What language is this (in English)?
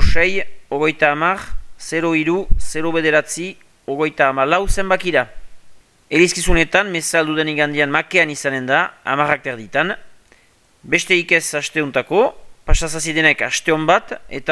Basque